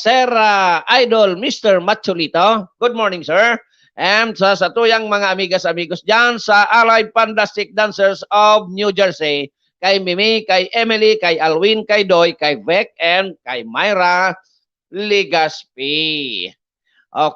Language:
Bikol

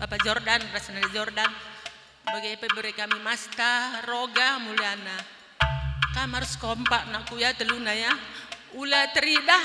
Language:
Batak Karo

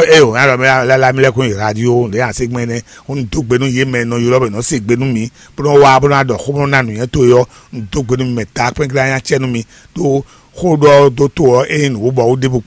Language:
Fon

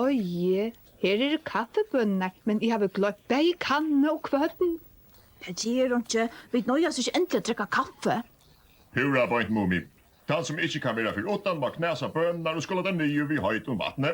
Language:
Faroese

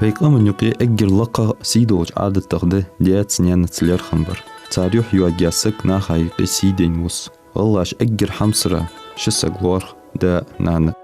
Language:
Ingush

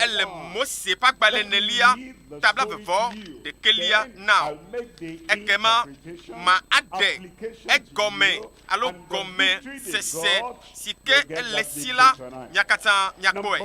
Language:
Ewe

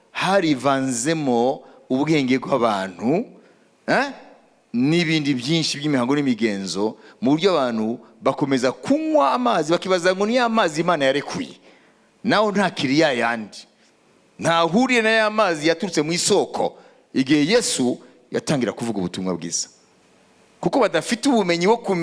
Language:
Kinyarwanda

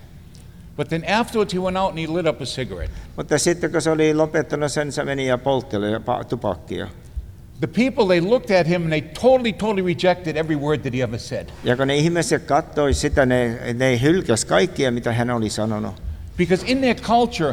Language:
Finnish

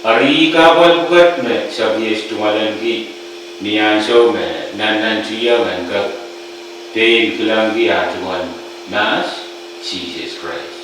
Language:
Pohnpeian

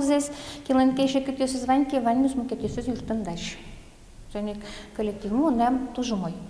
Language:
Udmurt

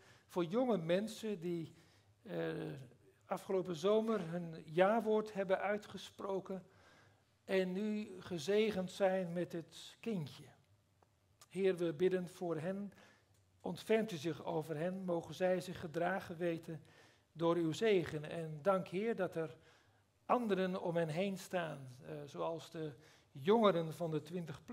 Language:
Dutch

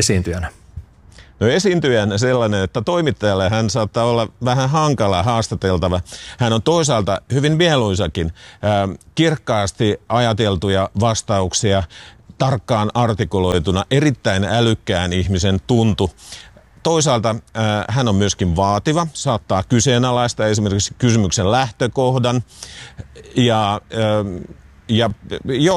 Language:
Finnish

